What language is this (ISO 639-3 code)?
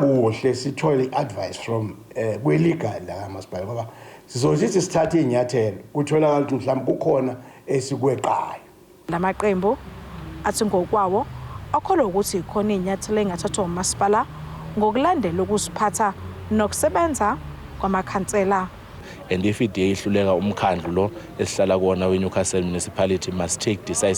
zul